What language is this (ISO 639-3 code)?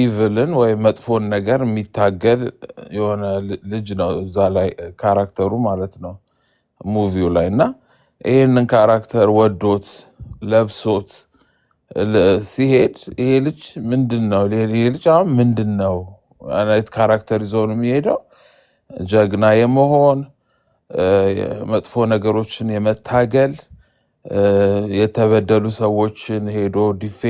amh